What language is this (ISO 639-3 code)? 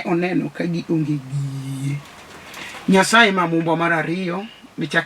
luo